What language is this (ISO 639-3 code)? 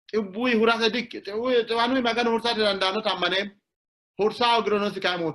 sid